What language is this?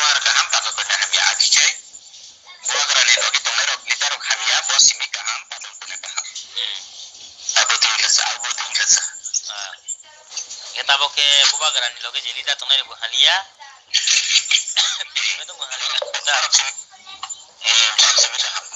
Kok Borok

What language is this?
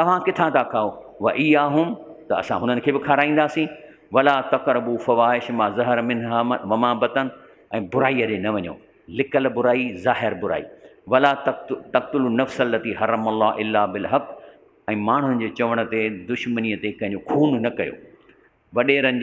Sindhi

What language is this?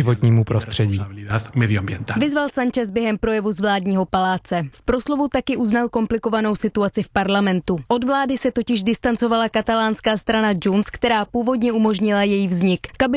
Czech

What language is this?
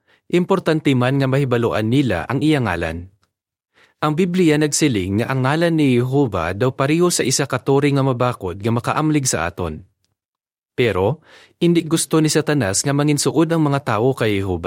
Hiligaynon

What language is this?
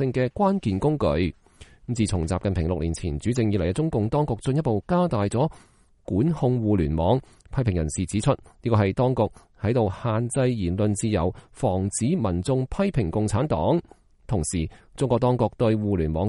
Cantonese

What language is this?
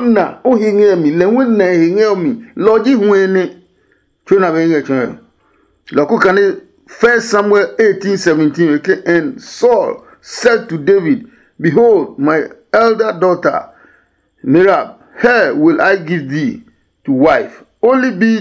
Adangme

